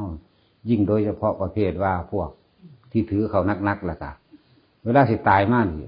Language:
Northeastern Thai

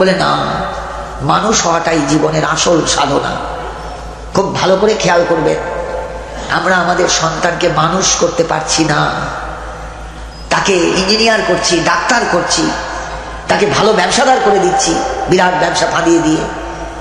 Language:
Bangla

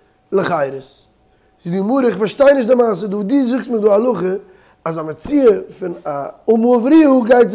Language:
Yiddish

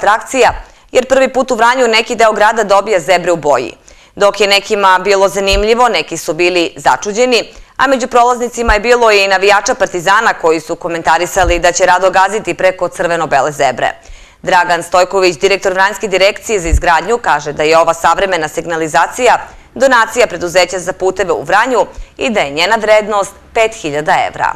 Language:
Serbian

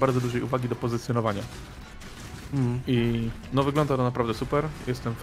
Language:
Polish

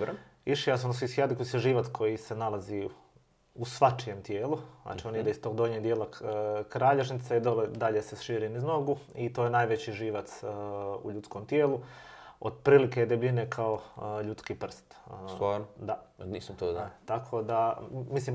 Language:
Croatian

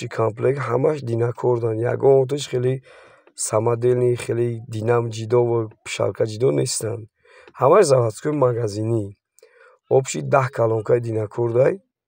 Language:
Tajik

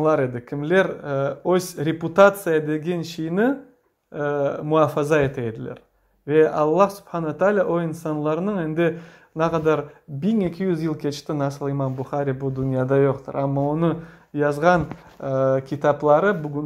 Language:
Crimean Tatar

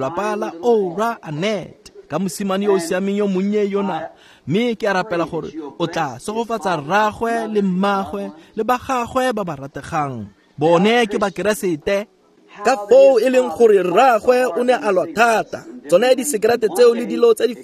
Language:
Tswana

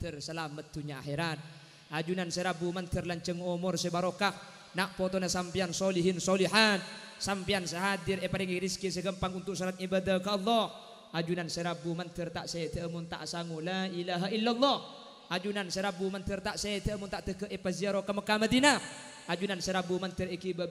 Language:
Madurese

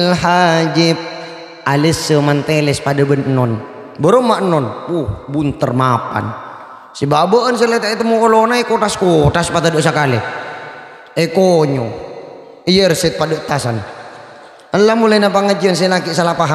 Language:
Madurese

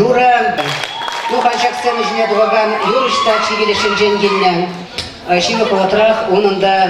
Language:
Chuvash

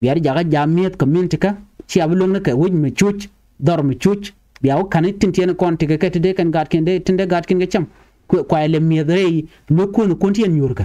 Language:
Nuer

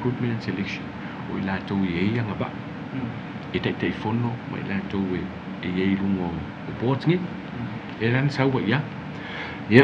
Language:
Samoan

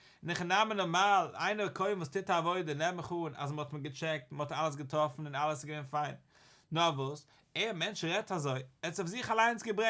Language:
Yiddish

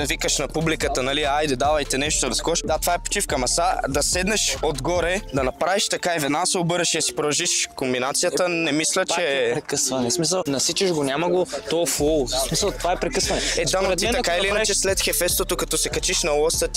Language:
Bulgarian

